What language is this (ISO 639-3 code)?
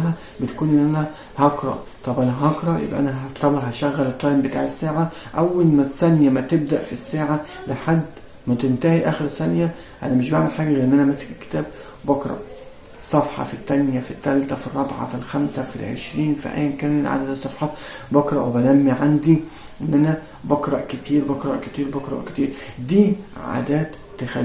arz